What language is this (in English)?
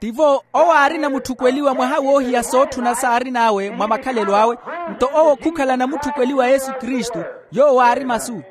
Makhuwa